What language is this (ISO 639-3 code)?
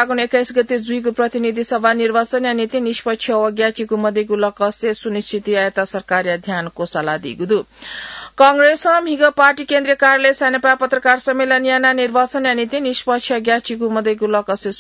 new